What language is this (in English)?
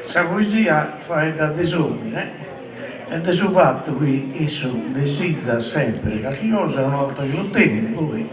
Sardinian